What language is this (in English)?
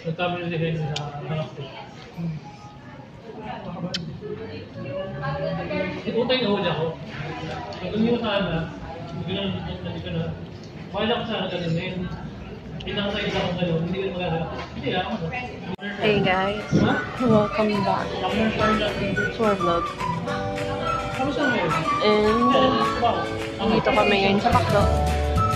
Filipino